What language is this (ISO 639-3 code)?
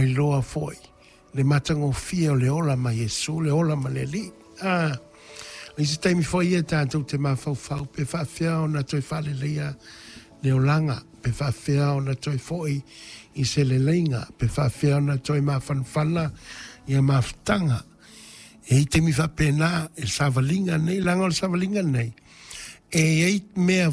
smo